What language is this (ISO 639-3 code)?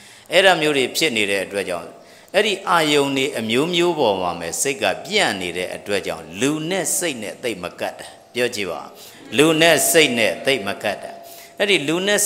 mya